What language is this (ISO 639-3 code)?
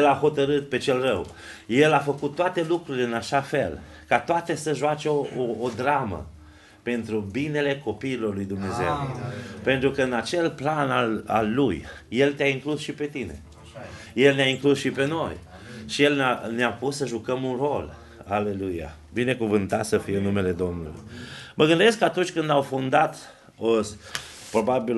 ron